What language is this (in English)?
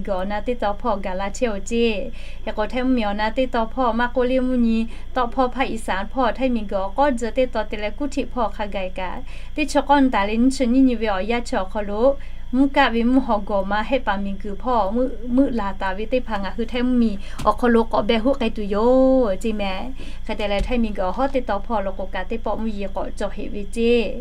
Lahu